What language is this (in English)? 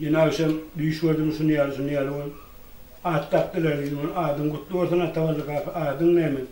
Turkmen